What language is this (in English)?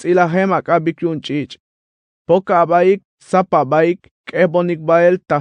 Tzeltal